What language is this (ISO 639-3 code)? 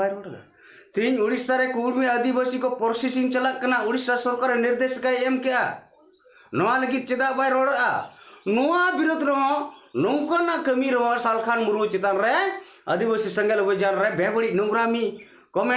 sat